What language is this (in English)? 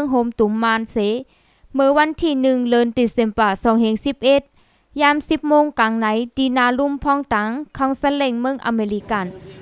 Shan